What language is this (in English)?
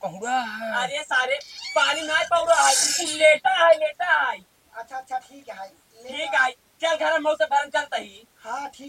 Awadhi